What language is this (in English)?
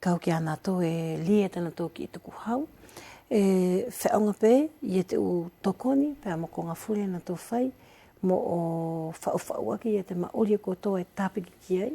Wallisian